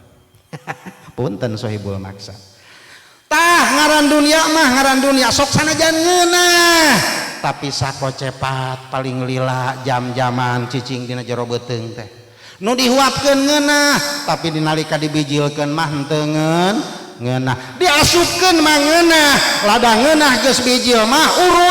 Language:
Sundanese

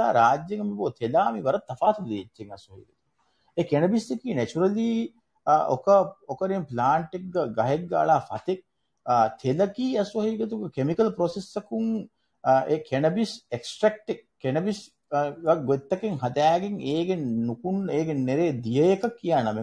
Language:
Divehi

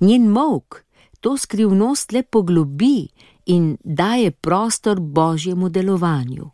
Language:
Slovenian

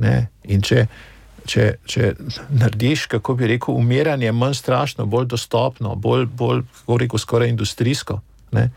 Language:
Slovenian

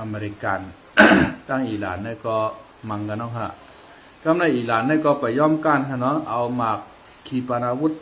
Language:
Shan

